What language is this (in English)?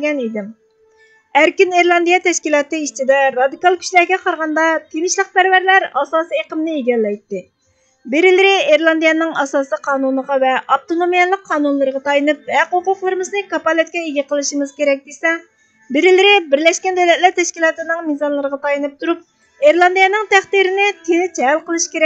Uyghur